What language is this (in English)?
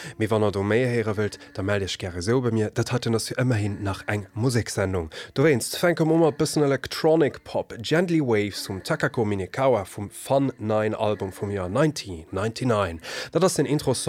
Luxembourgish